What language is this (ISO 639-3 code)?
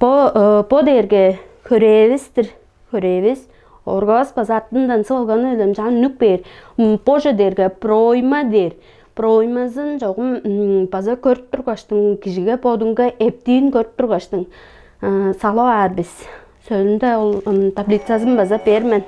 tyv